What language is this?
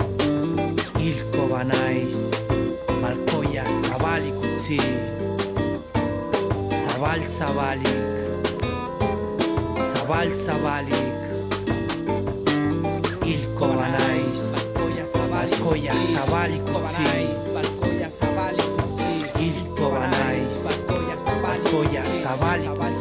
Basque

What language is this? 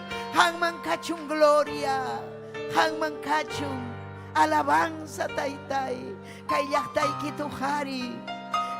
Ayacucho Quechua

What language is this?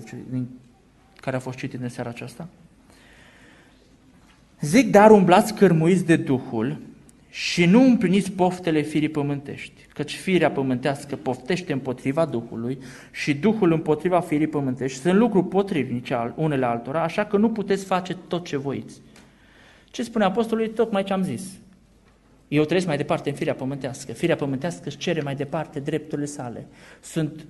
Romanian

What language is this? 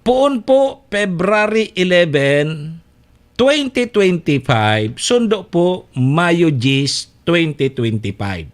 Bikol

